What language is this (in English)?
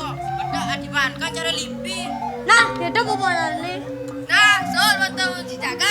Balinese